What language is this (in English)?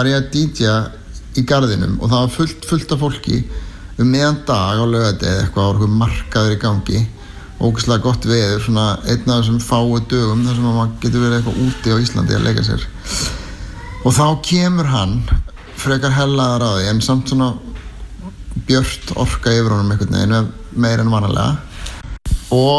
Icelandic